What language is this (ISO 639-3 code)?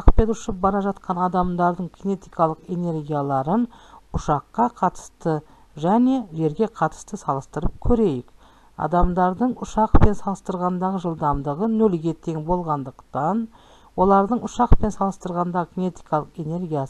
kaz